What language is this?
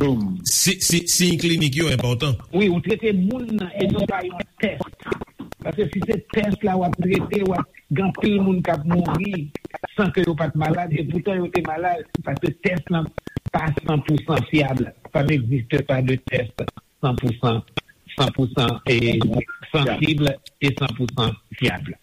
Haitian Creole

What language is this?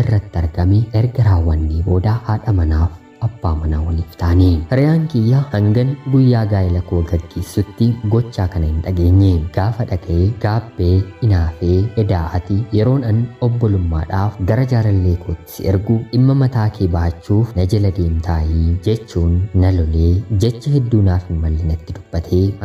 Oromo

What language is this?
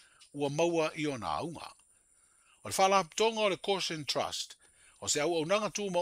Samoan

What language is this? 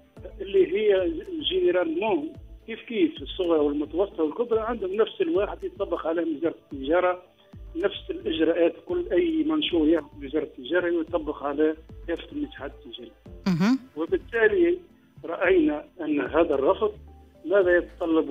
Tunisian Arabic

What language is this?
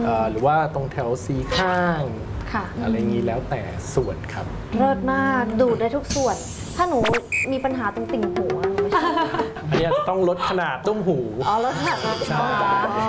Thai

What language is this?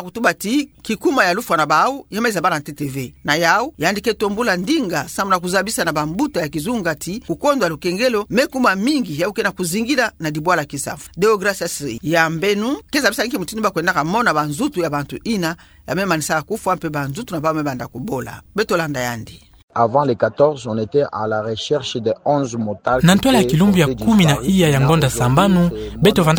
Kituba (Democratic Republic of Congo)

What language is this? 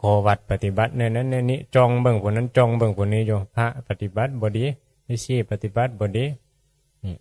Northeastern Thai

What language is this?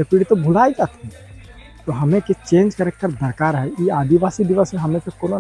Sadri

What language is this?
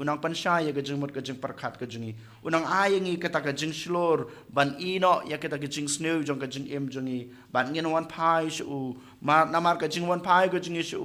Khasi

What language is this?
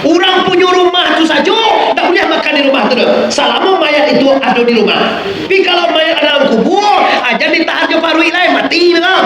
Minangkabau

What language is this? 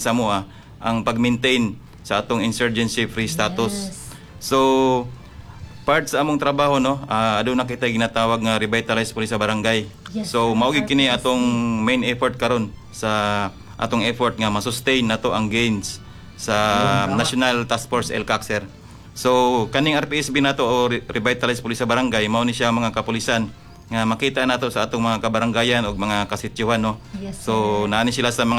Cebuano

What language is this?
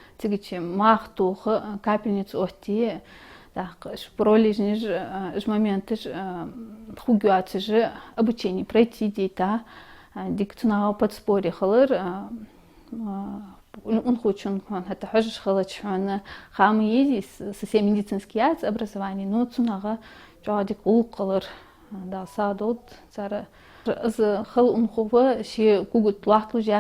Ingush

